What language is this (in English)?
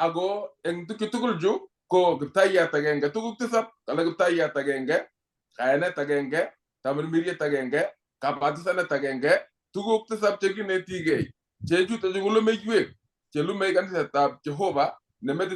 Kalenjin